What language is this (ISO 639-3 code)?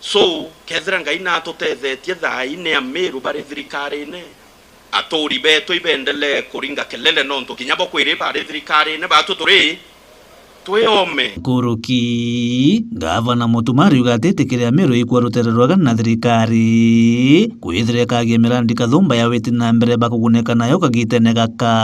mer